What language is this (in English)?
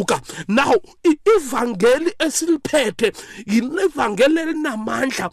South Ndebele